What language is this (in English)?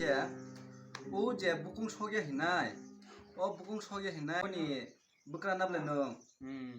Kok Borok